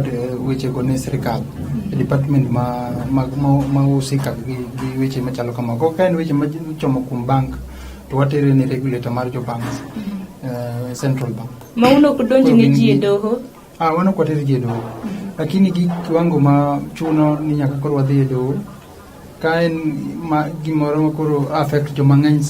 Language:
Luo (Kenya and Tanzania)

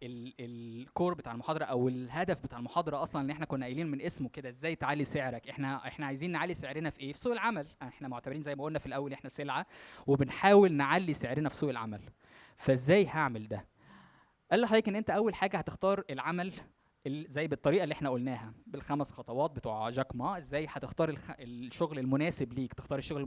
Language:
Egyptian Arabic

